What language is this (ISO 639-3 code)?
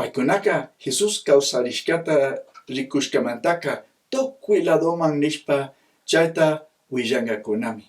qug